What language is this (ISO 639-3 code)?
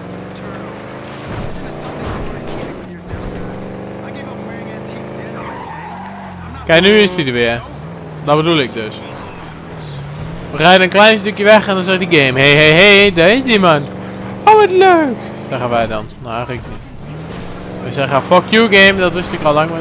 nld